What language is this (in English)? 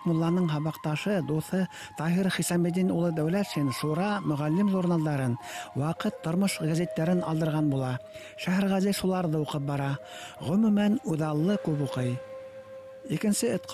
Bashkir